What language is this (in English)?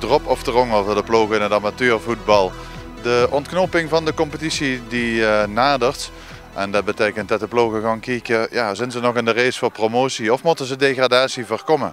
Limburgish